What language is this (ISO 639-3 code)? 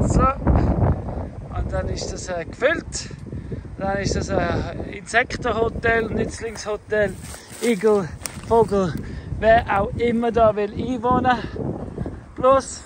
gsw